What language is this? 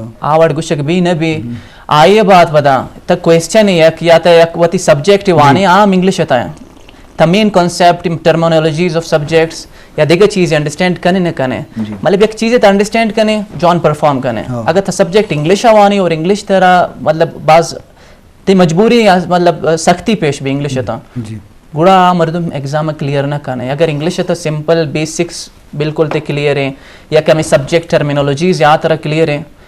Eastern Balochi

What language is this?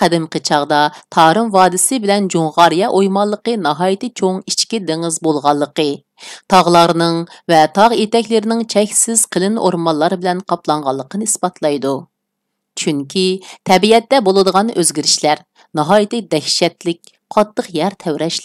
Uyghur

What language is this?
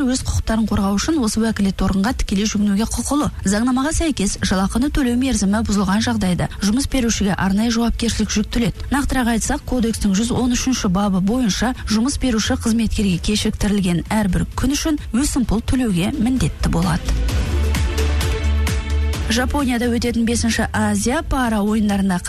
Kazakh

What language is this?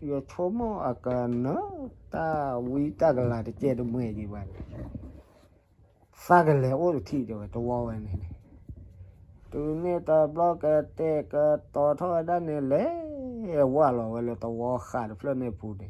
S'gaw Karen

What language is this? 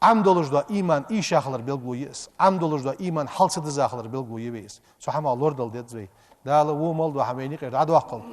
Ingush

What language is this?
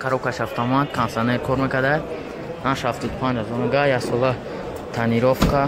Tajik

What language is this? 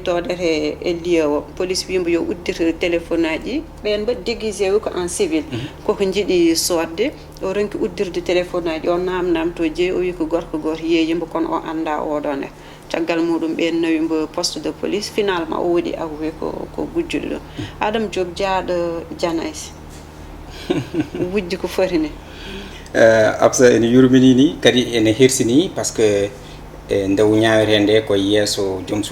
Fula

